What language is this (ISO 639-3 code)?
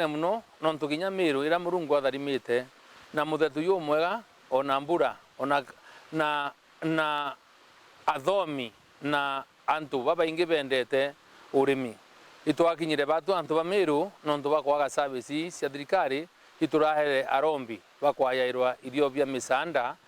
mer